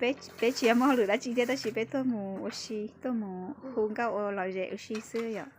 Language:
Hmong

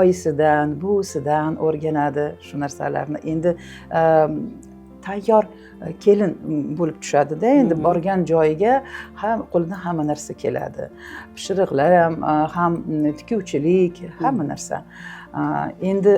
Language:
Uzbek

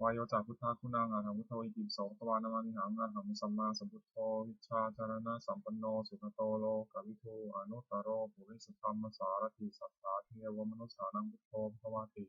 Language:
Pali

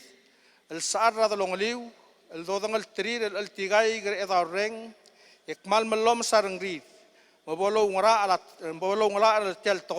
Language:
Palauan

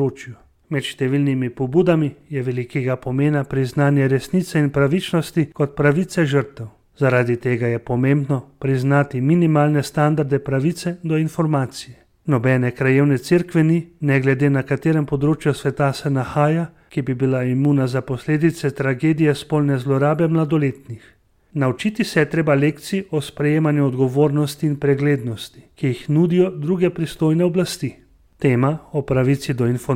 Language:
Slovenian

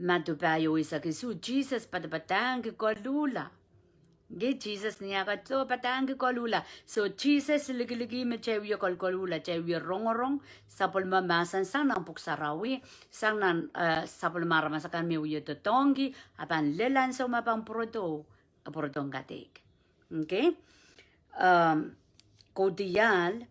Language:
Pohnpeian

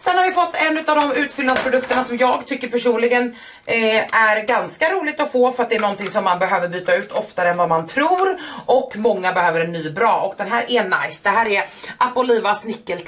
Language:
Swedish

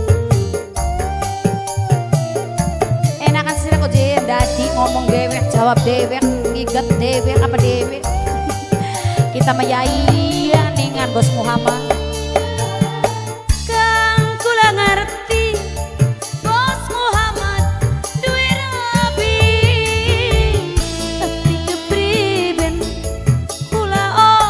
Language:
Javanese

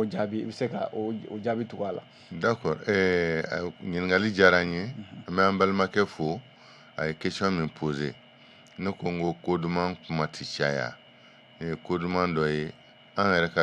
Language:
Bambara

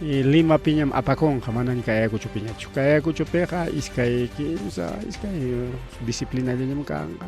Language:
Ayacucho Quechua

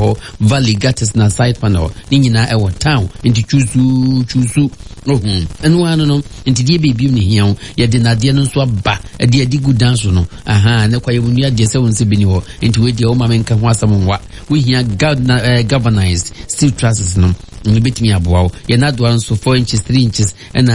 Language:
Akan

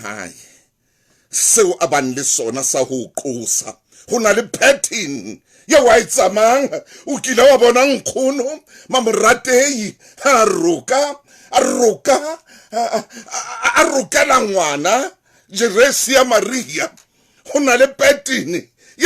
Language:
Southern Sotho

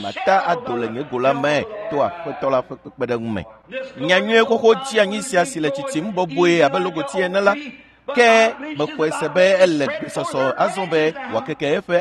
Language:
Ewe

